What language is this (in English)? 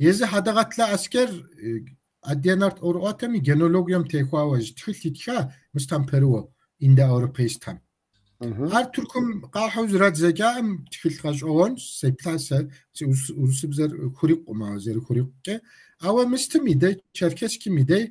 Kabardian